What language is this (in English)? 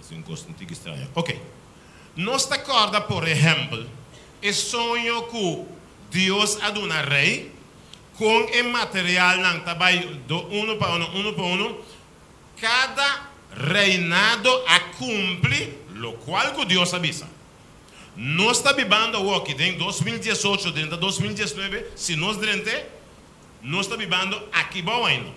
Papiamento